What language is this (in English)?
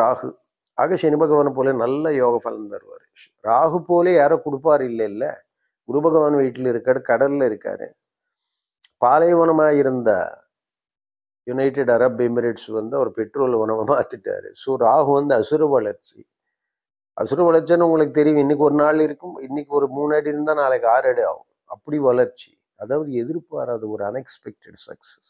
Tamil